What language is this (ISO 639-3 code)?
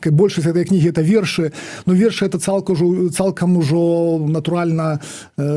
bel